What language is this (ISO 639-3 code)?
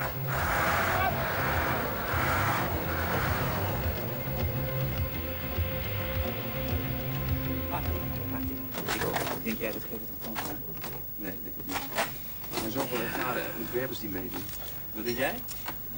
nld